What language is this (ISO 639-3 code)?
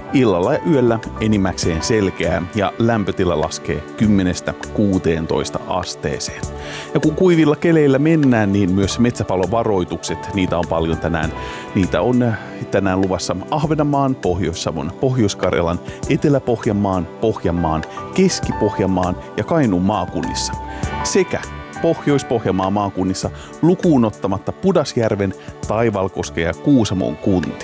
fin